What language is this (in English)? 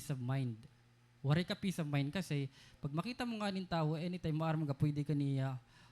Waray